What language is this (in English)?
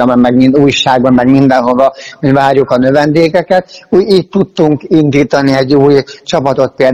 Hungarian